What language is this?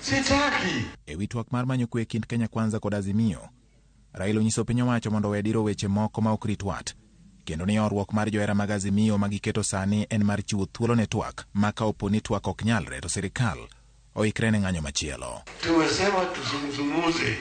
Luo (Kenya and Tanzania)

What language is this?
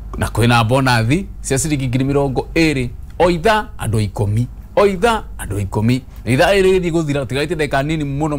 Kikuyu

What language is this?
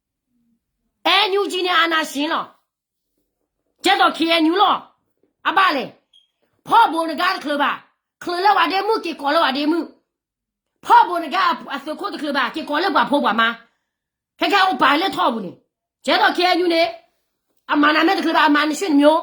S'gaw Karen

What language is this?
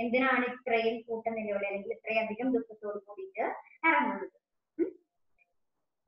Malayalam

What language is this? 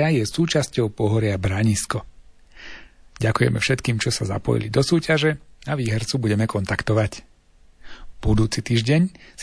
Slovak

